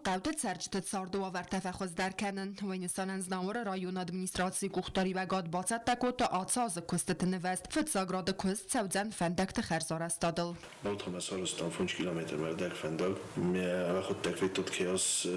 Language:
Ossetic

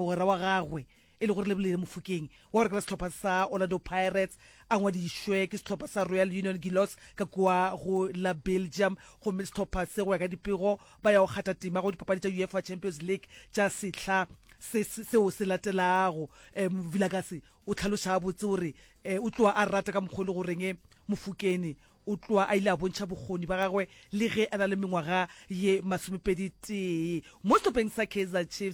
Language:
Northern Sotho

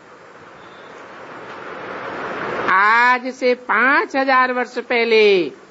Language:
Hindi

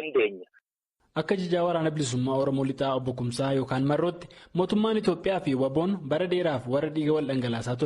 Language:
Oromo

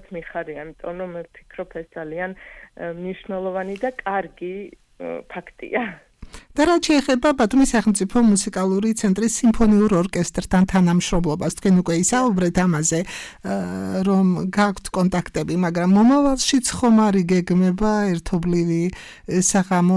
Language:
Georgian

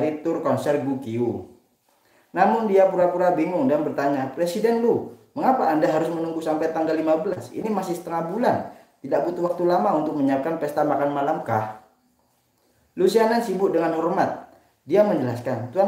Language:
Indonesian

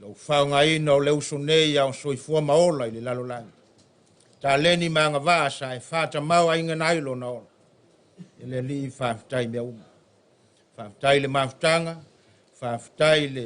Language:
Samoan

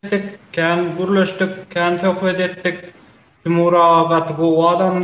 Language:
Turkmen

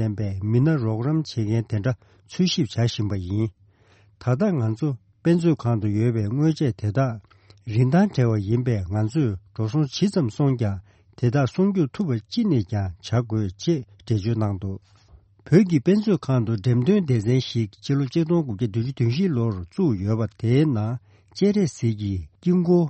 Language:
Tibetan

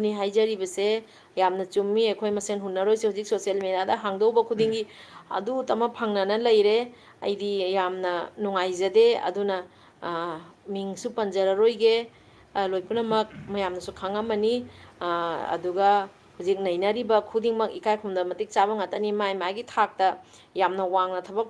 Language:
Manipuri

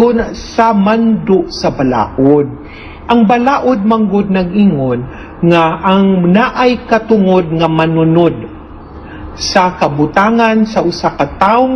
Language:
Cebuano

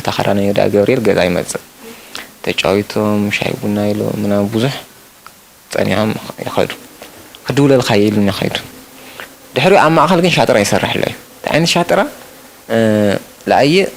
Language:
Tigrinya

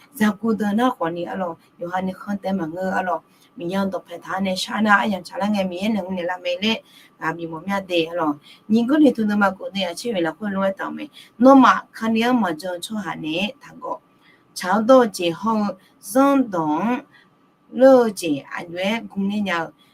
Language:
Akha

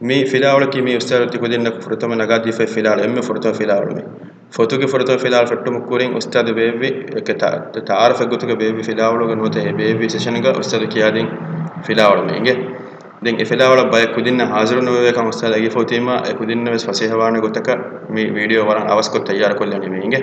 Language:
Divehi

